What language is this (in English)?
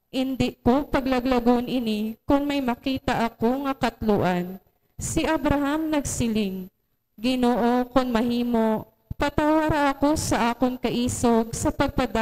Hiligaynon